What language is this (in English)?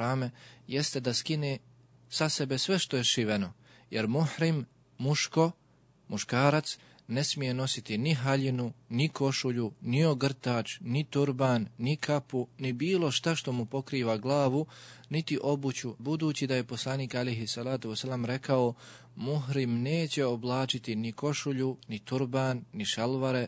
Bosnian